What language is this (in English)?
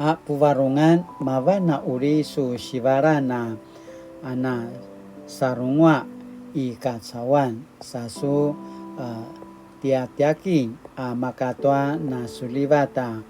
Paiwan